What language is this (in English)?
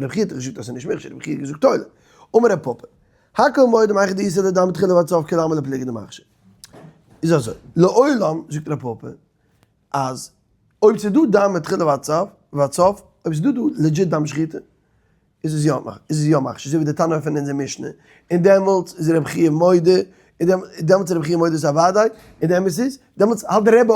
Yiddish